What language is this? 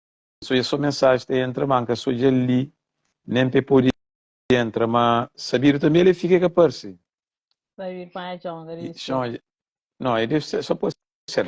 Kabuverdianu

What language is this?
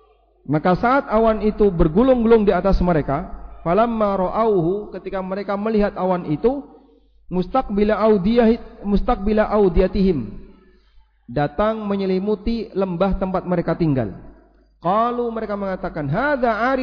Indonesian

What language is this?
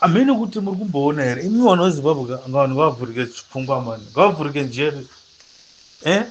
Shona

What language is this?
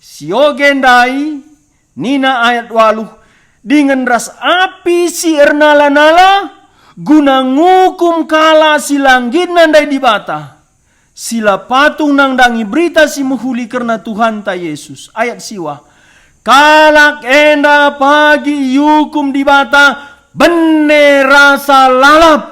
Batak Karo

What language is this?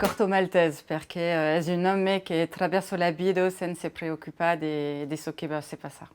Occitan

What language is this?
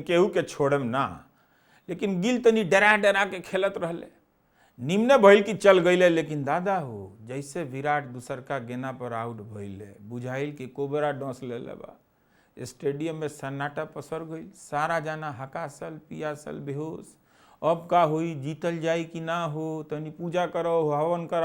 Bhojpuri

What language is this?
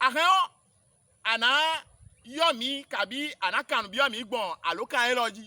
Fon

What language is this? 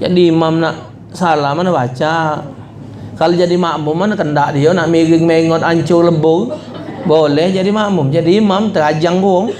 Musi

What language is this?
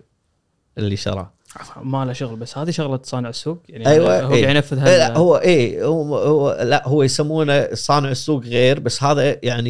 Gulf Arabic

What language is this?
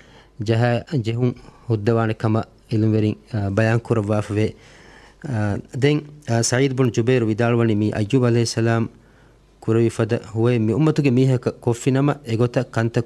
Divehi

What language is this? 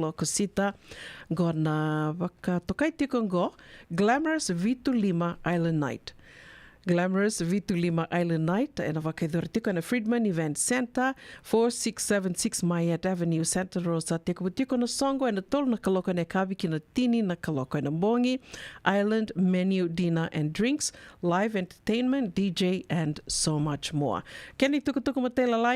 Fijian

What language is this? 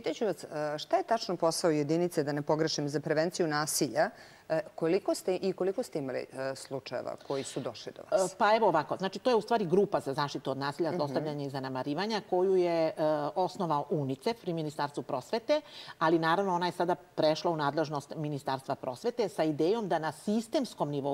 Serbian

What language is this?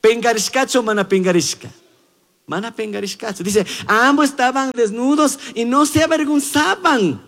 Chimborazo Highland Quichua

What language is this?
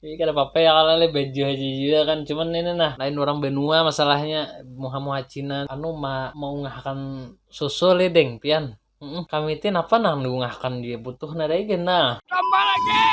Banjar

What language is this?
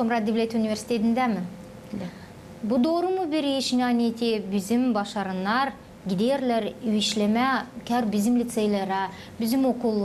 Gagauz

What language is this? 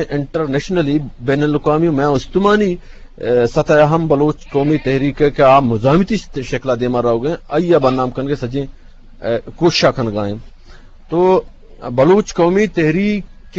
Eastern Balochi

